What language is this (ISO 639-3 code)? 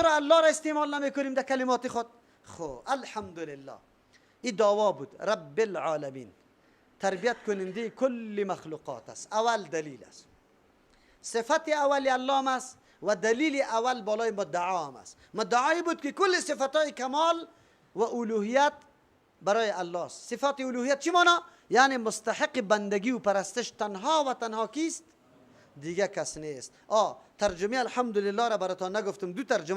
fas